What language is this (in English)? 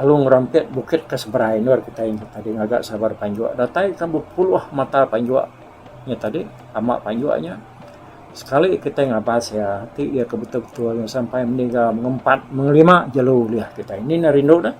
Iban